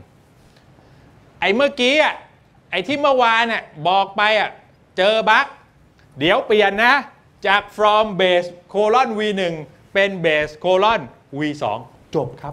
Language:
Thai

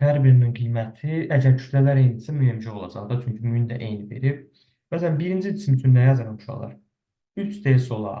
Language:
Azerbaijani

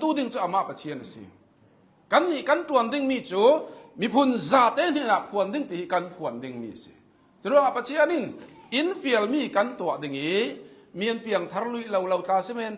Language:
Hakha Chin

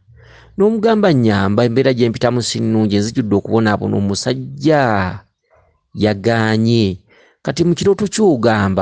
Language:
Ganda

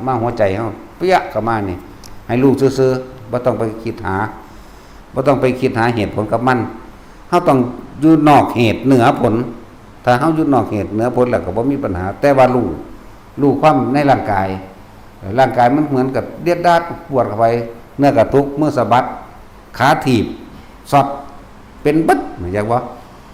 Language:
Northeastern Thai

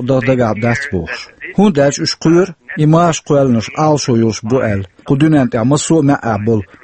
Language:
Chechen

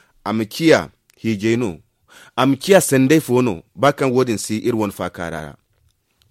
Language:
Zarma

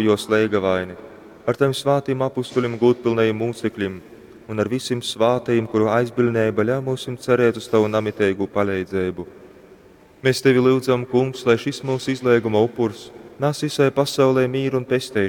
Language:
Latgalian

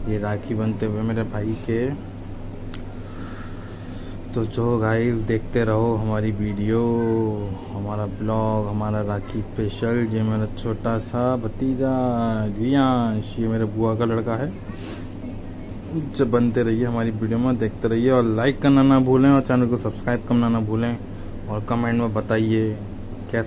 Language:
Hindi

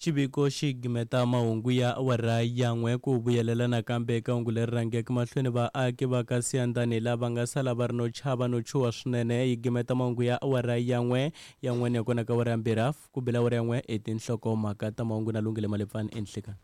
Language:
Tsonga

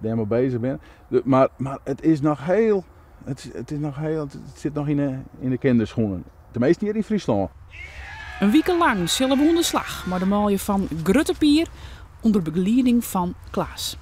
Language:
Western Frisian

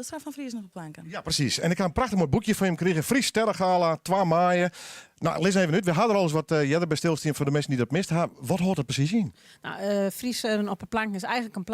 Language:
Western Frisian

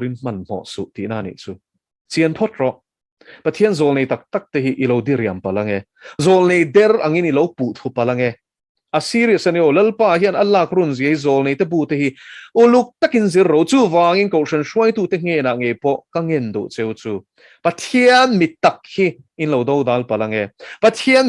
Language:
Mizo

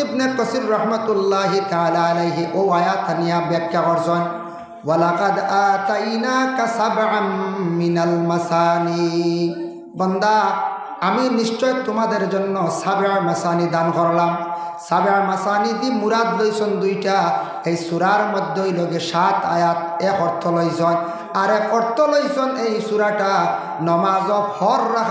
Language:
Sylheti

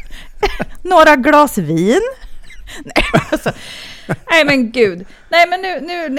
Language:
Swedish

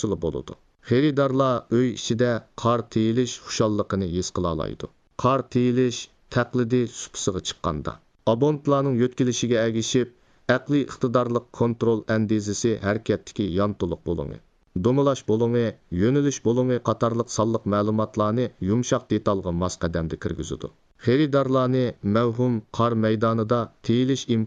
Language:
Uyghur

